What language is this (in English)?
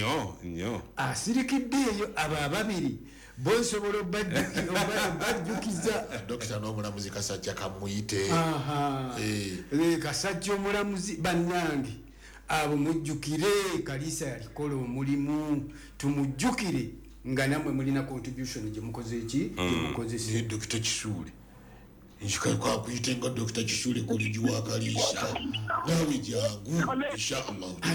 Ganda